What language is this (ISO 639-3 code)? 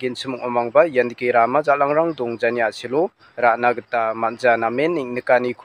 grt